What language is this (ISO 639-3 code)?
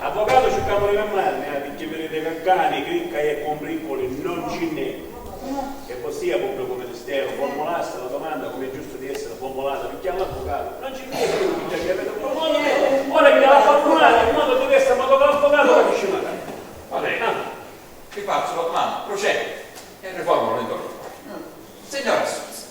scn